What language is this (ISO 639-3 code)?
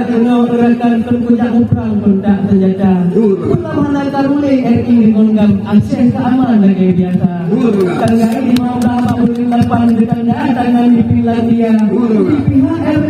ace